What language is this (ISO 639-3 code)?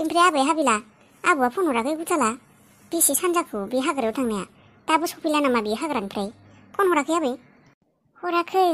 brx